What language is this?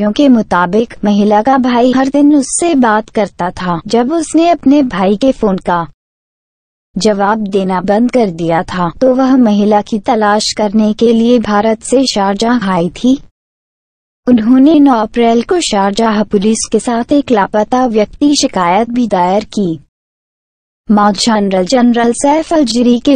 Hindi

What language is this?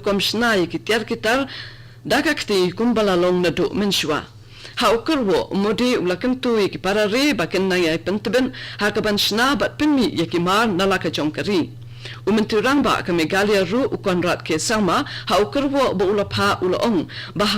Khasi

